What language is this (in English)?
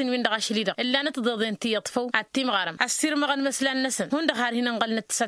Tamasheq